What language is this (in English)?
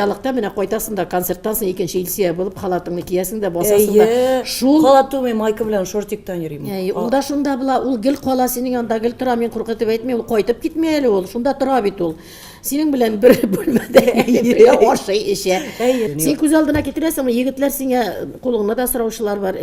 Tatar